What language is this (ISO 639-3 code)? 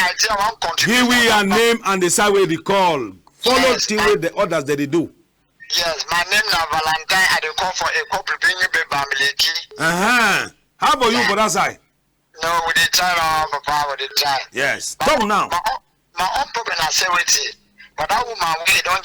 wes